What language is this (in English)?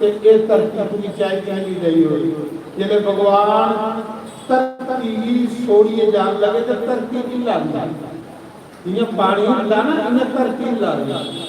Dogri